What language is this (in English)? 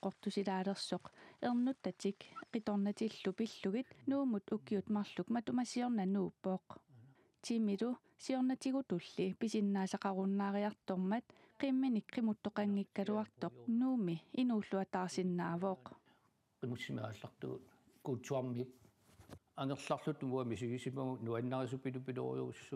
Kalaallisut